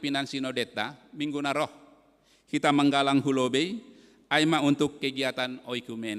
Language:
Batak Simalungun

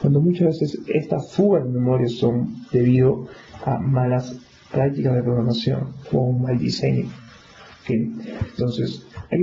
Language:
Spanish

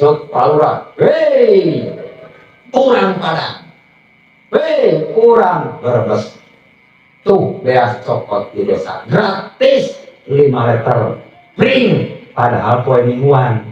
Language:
Sundanese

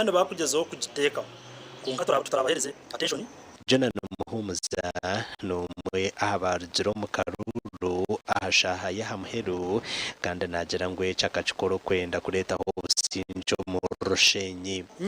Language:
Nyankole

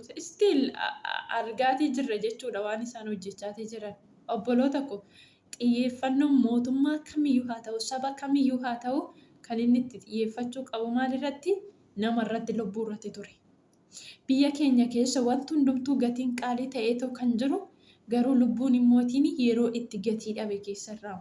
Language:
Oromo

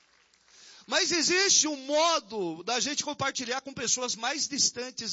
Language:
Portuguese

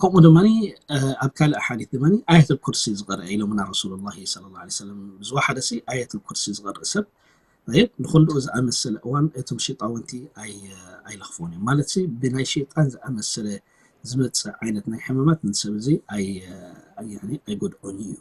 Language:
Tigrinya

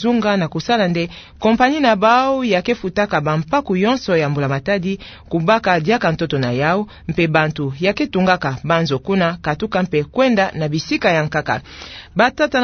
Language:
Kituba (Democratic Republic of Congo)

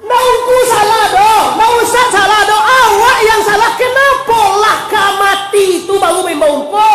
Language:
Minangkabau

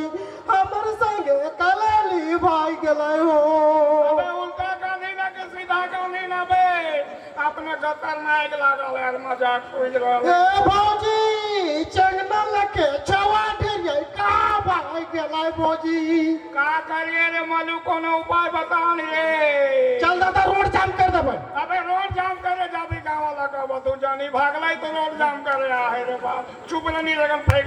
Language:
Sadri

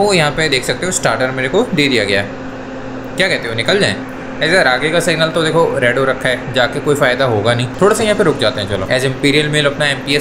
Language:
Hindi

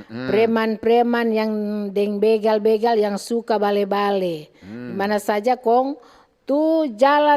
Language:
Manado Malay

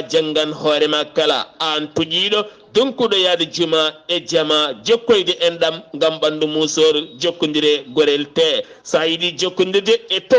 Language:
Fula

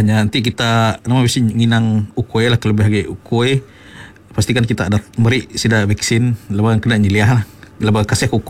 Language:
Iban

